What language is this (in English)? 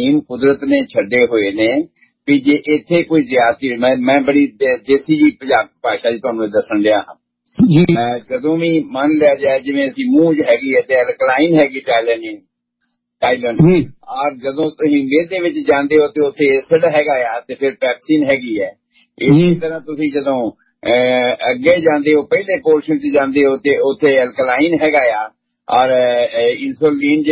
Punjabi